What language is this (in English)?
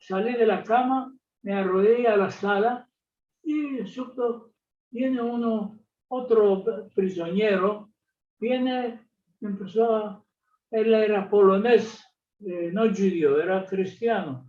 Ladino